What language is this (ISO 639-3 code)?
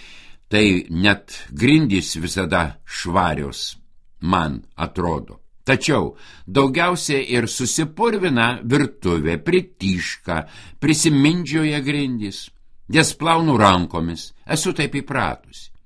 lit